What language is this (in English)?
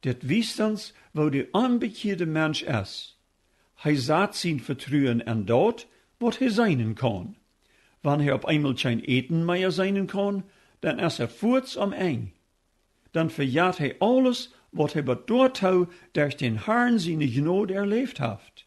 Plautdietsch